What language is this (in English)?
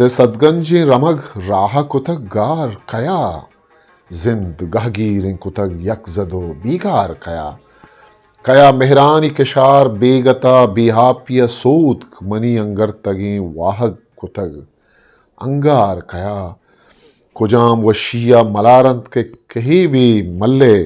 Eastern Balochi